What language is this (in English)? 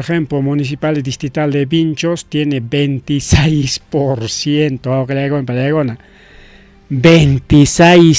Ayacucho Quechua